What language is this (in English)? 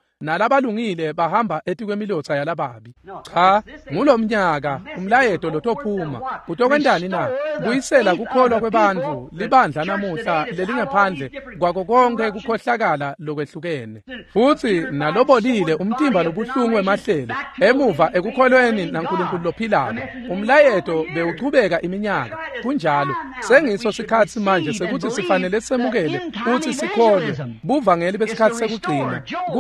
Swati